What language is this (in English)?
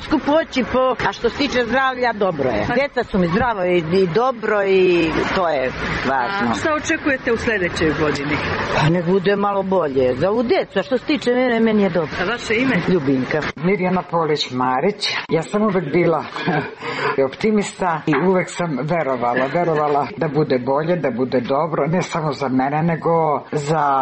Serbian